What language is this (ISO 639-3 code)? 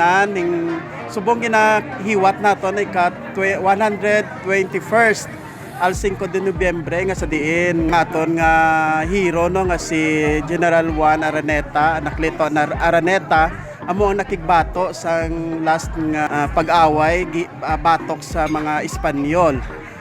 hil